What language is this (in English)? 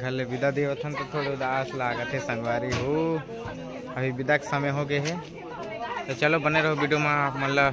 Chhattisgarhi